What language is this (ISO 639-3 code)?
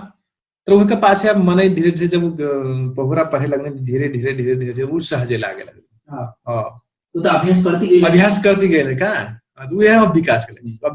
thl